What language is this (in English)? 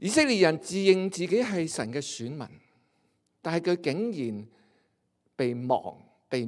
Cantonese